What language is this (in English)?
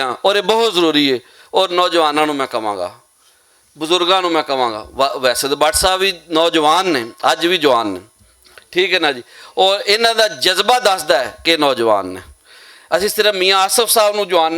Western Panjabi